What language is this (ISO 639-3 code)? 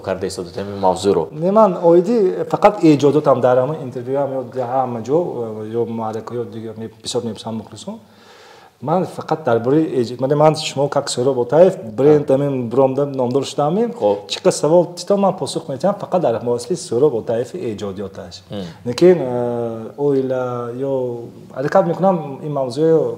tgk